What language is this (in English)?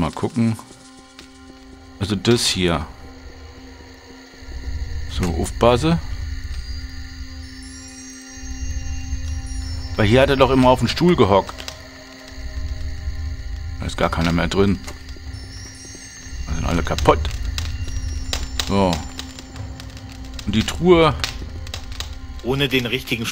German